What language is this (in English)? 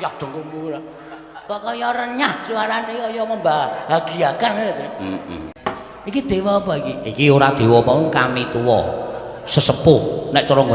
Javanese